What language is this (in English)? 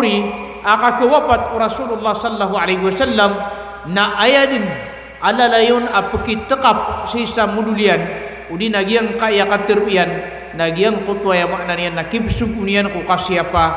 Maranao